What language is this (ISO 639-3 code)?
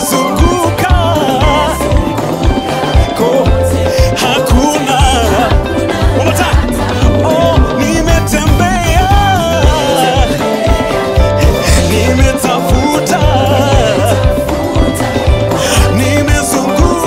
swa